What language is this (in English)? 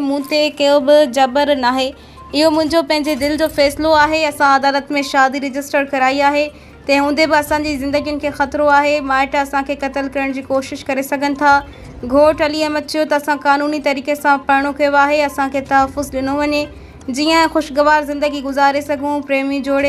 Sindhi